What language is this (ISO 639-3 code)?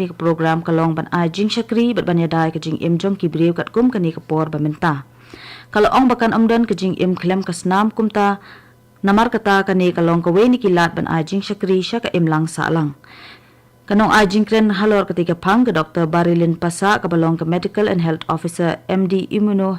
kha